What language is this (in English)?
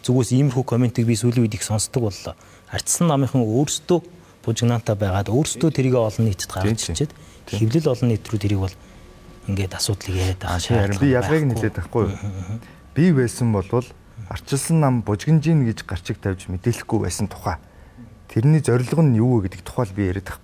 Mongolian